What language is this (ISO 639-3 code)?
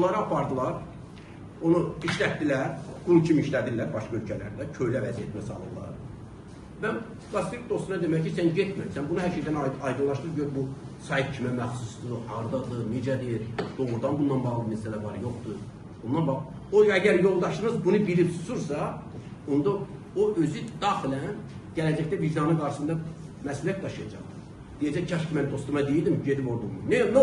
aze